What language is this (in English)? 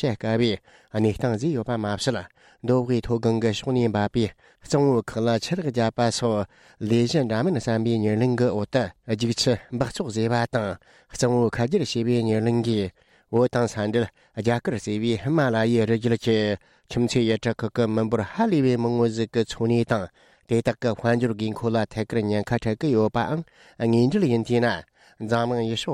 Tibetan